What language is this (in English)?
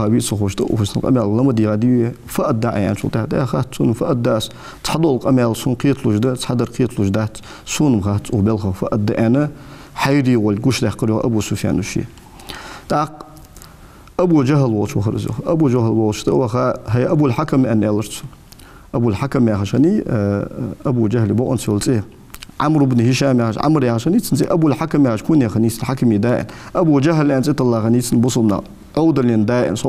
Ingush